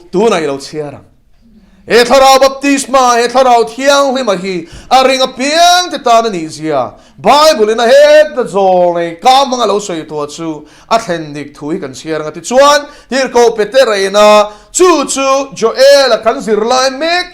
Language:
Mizo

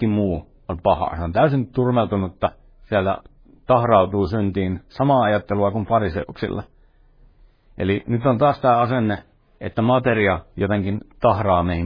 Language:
Finnish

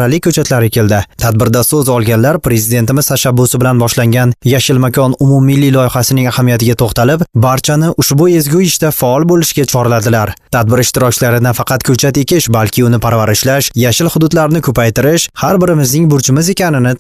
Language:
Uzbek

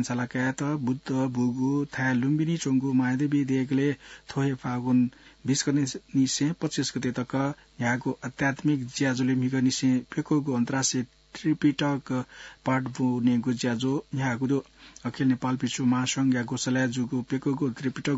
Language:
Newari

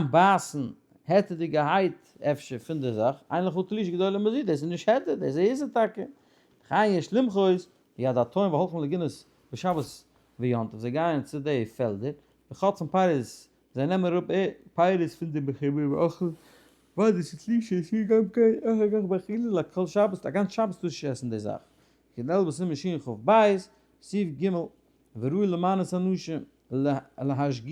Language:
Yiddish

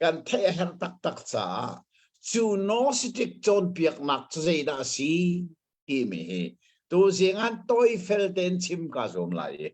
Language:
Hakha Chin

